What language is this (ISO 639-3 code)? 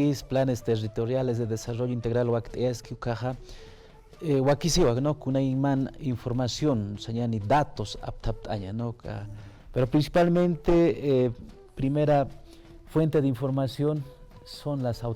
aym